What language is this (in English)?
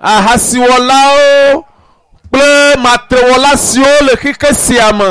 Ewe